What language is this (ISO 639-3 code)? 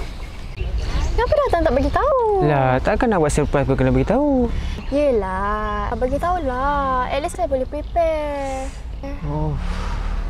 msa